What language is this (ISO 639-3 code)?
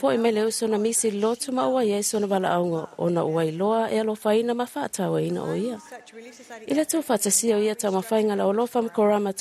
smo